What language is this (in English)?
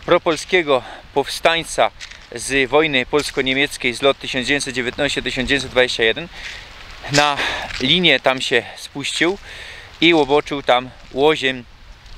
Silesian